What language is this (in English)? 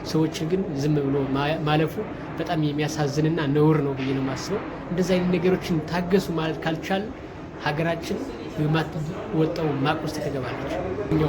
Amharic